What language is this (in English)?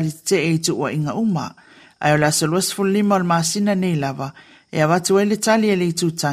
Samoan